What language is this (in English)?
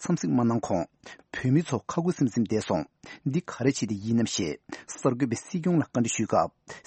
Tibetan